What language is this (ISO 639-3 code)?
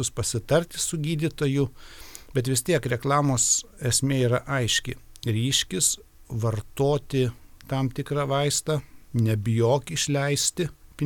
lit